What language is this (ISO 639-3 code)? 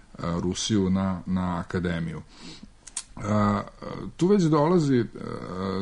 srp